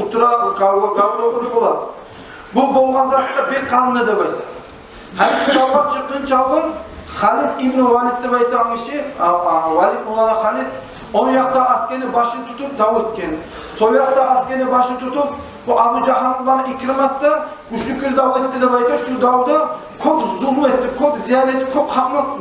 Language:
Kumyk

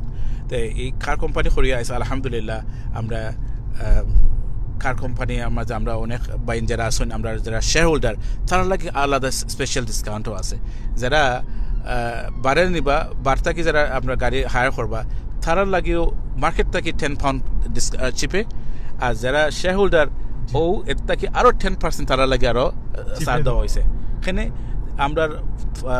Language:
Sylheti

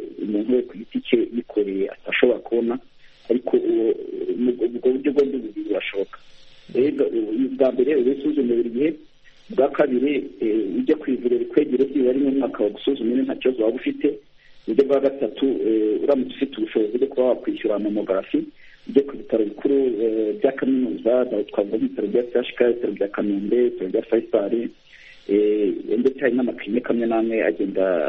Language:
Kinyarwanda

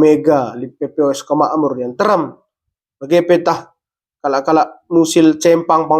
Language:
Batak Karo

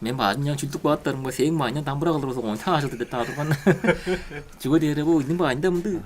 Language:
Tuvinian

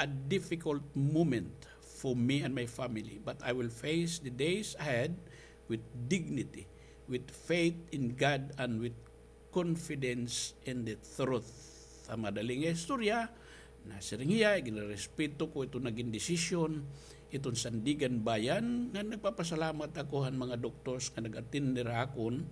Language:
Waray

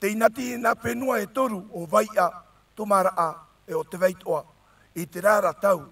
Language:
Tahitian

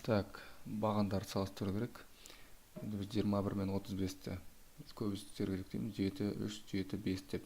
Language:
Kazakh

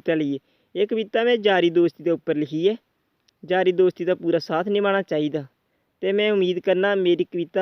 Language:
Dogri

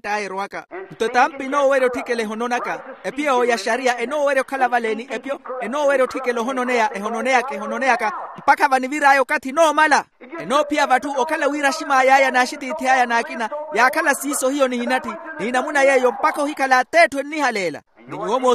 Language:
Makhuwa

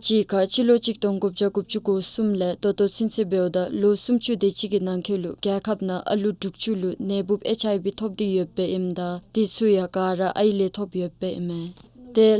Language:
Dzongkha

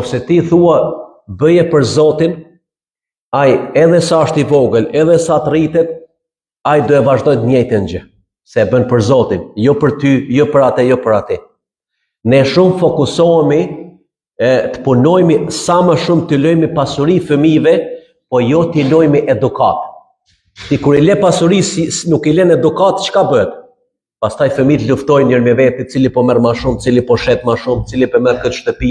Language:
Albanian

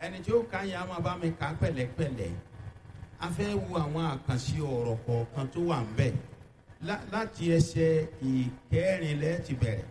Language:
Yoruba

